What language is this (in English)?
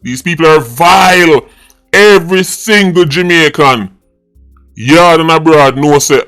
Jamaican Creole English